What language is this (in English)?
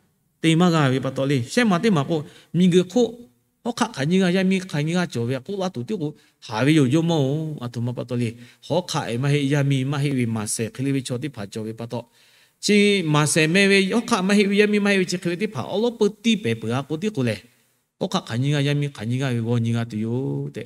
Lahu